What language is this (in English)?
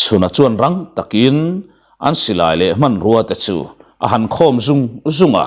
Mizo